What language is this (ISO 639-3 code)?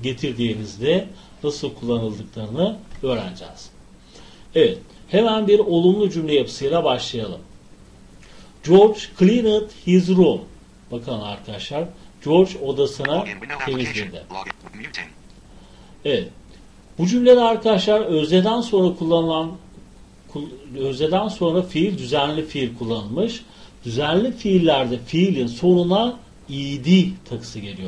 tur